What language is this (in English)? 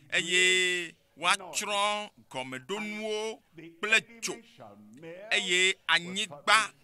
Ewe